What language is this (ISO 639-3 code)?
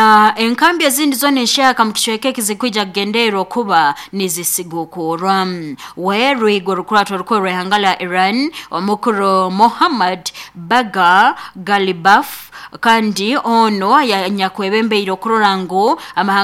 nyo